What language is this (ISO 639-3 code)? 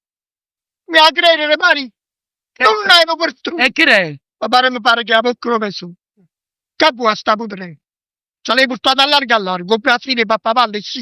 nap